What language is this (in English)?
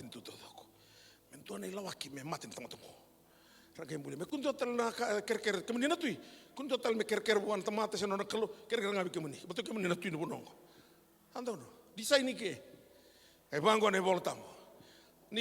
Fijian